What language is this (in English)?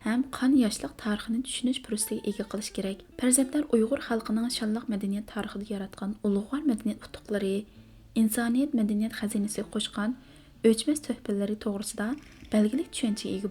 Uyghur